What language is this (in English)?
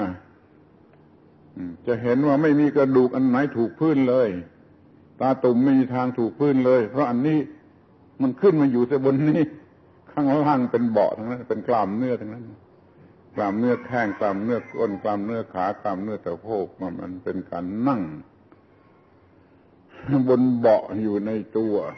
Thai